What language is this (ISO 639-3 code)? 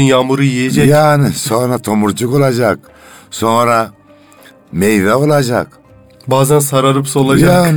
tur